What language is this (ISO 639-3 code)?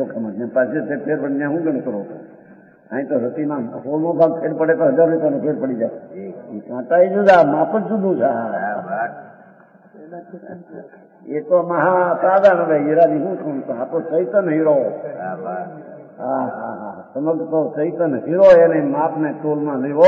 guj